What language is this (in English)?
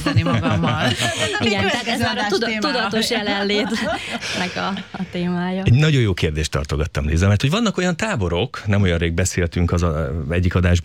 Hungarian